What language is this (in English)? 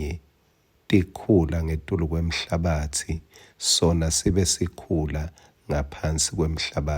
Swati